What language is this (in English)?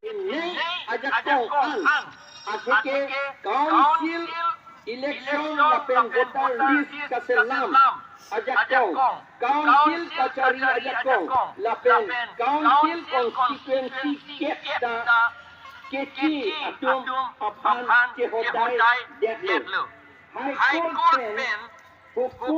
Karbi